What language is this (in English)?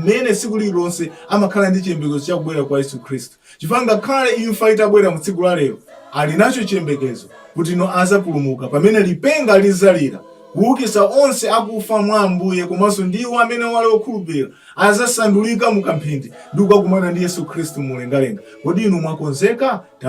Nyanja